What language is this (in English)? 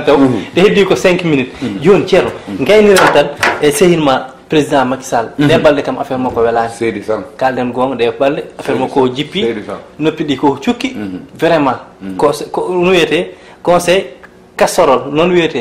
Fula